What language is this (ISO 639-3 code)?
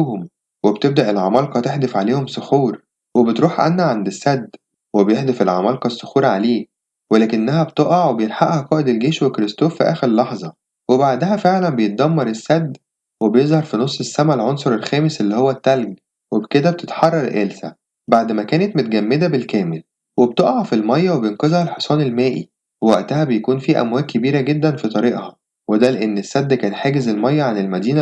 arz